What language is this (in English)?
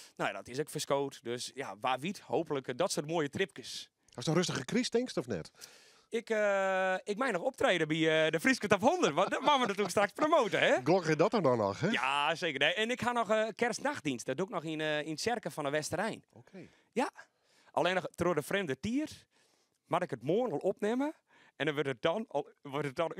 Western Frisian